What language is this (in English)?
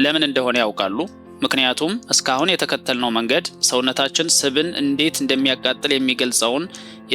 Amharic